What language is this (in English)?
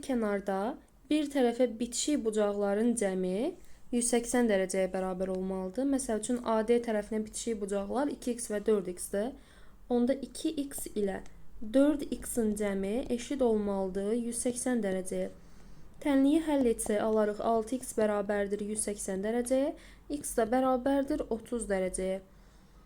Azerbaijani